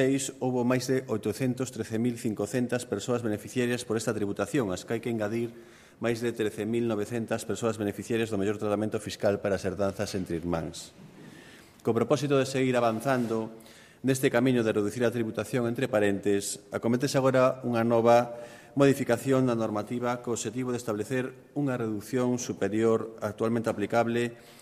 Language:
Galician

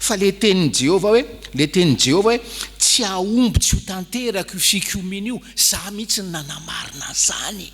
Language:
Malagasy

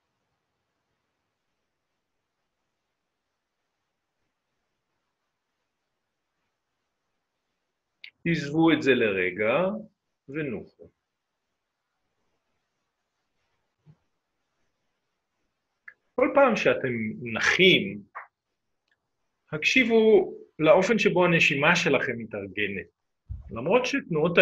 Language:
Hebrew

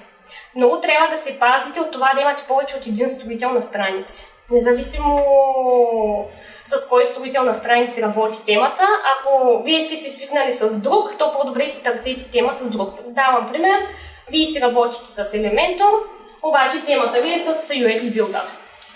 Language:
Bulgarian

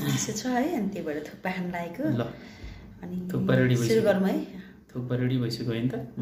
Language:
Nepali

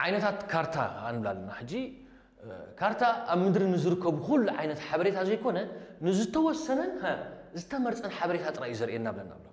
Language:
Tigrinya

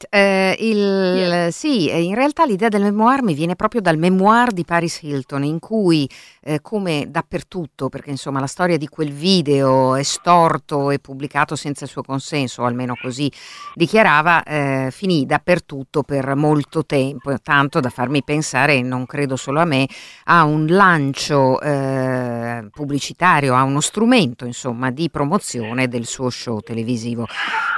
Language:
Italian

